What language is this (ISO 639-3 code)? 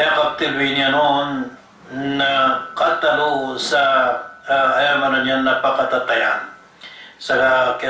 mrw